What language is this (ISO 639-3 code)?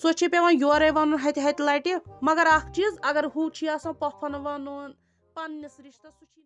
kas